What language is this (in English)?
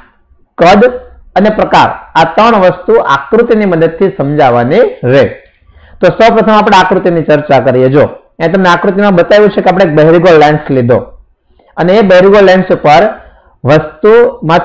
Gujarati